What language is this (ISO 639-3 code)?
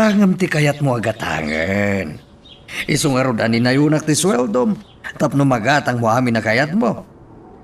ilo